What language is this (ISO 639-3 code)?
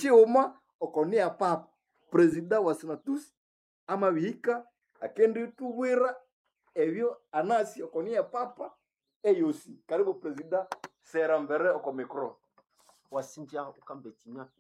nnb